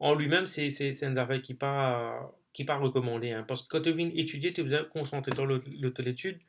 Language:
Morisyen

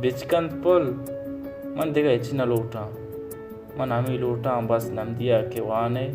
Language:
Baluchi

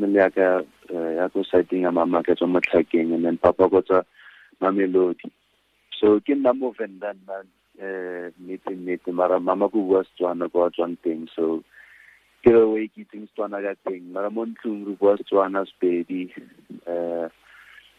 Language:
Tswana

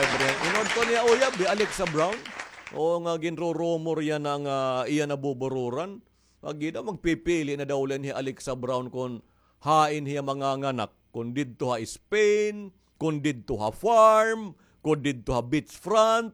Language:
Waray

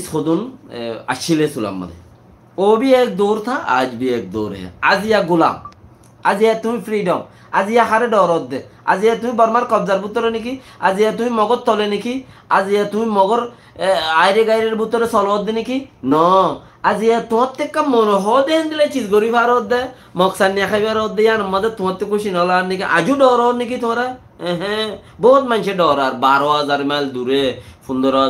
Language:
Rohingya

